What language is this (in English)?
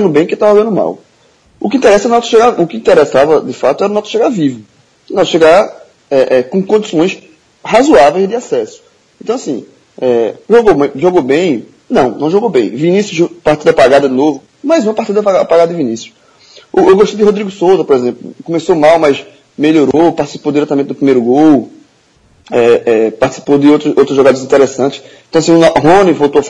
Portuguese